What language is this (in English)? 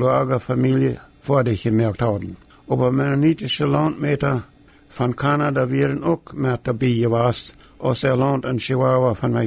Plautdietsch